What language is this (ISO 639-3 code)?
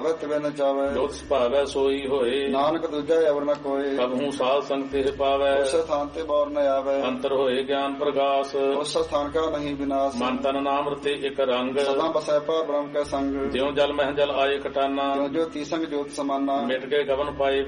pan